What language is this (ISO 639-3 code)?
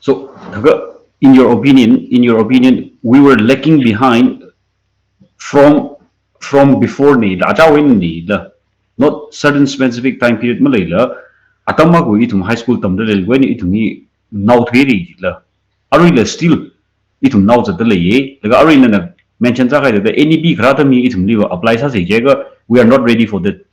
nmf